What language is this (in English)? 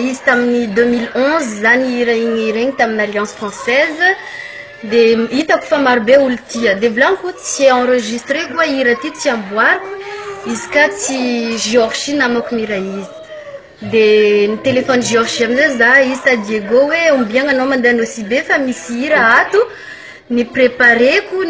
Malagasy